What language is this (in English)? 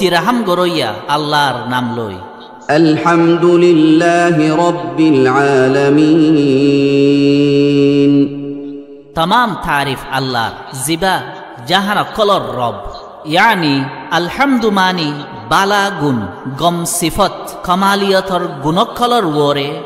Rohingya